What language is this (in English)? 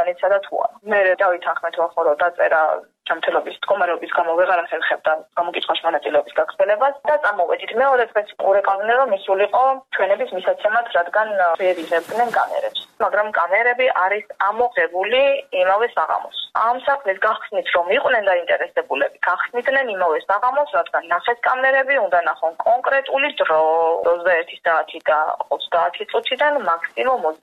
Georgian